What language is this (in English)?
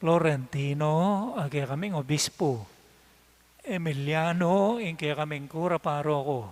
Pampanga